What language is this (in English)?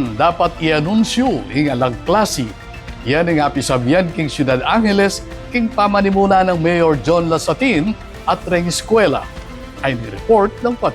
Pampanga